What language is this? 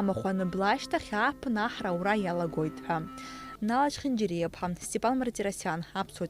Abkhazian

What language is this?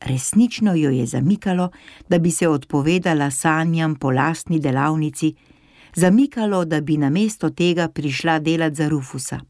Slovenian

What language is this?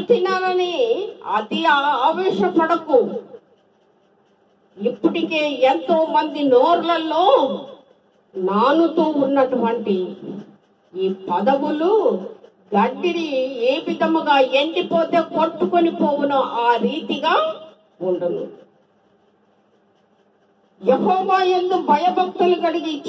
Telugu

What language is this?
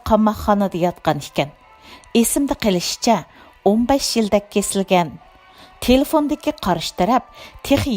Uyghur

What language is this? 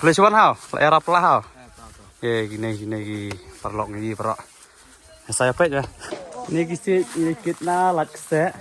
Khasi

